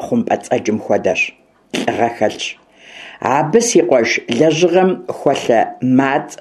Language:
Kabardian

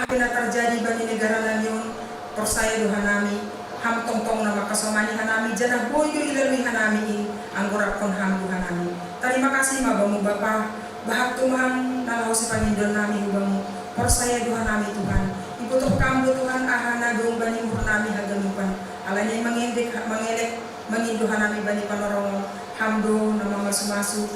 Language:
Batak Simalungun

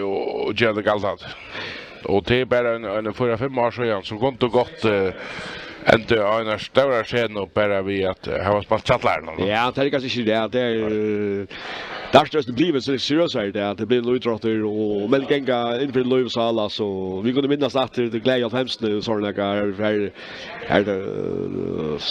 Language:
Faroese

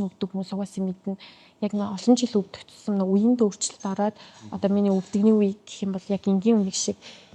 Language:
Mongolian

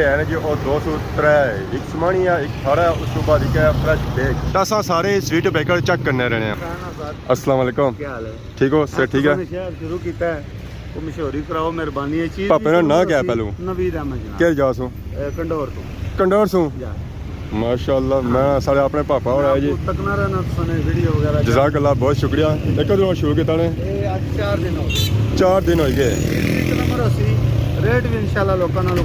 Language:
Pahari-Potwari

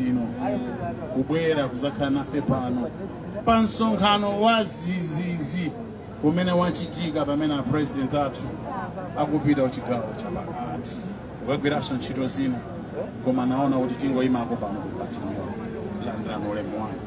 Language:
Nyanja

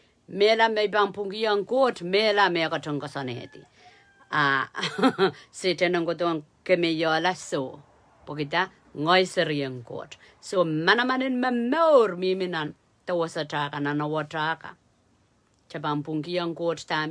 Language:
Pohnpeian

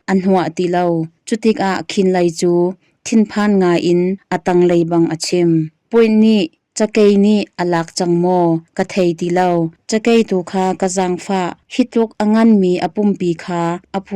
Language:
Hakha Chin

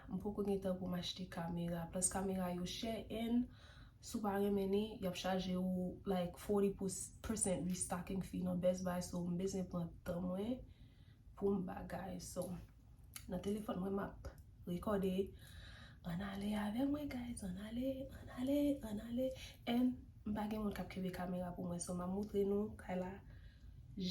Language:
Haitian Creole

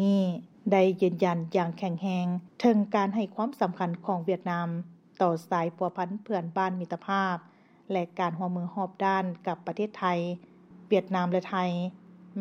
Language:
Lao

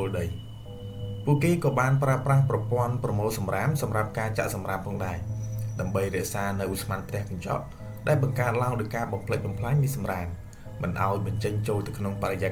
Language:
Khmer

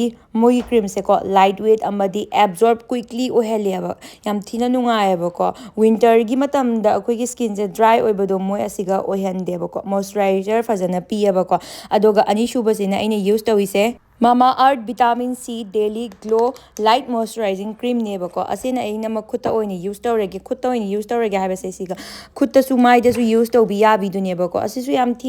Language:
Manipuri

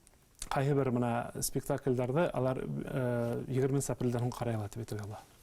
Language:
Bashkir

